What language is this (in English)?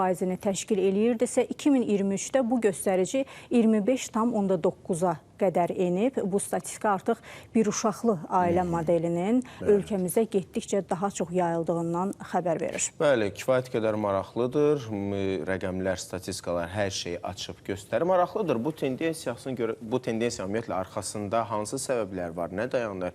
Azerbaijani